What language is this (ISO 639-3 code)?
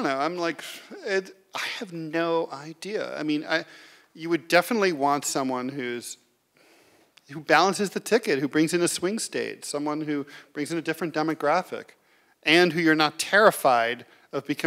eng